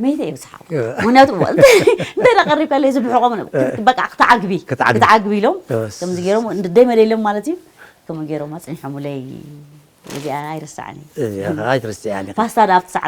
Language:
Tigrinya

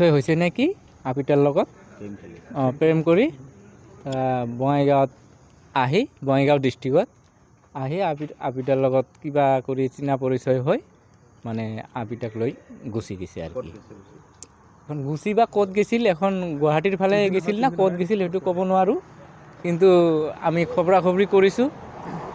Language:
Assamese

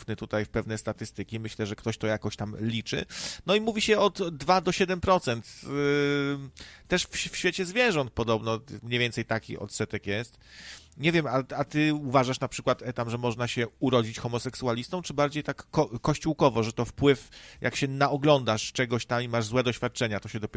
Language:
Polish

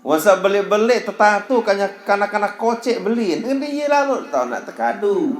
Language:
Sasak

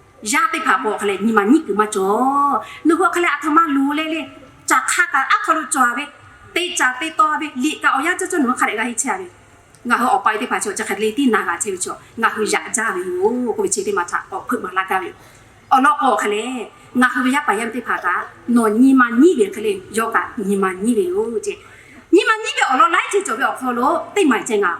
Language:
Lahu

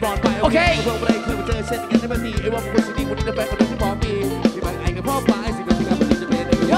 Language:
Thai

